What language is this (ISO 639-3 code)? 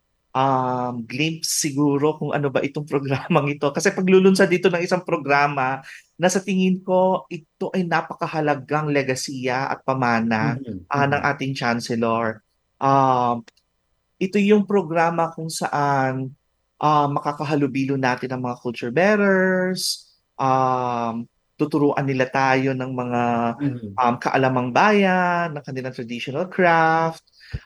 fil